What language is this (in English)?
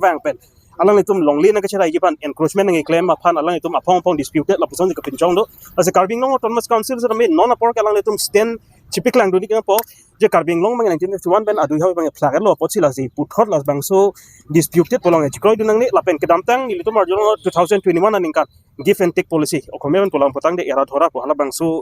Karbi